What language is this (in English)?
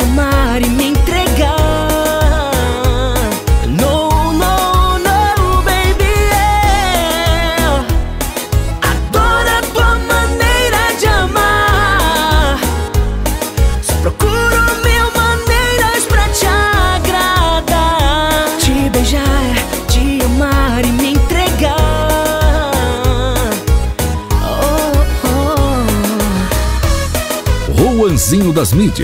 Portuguese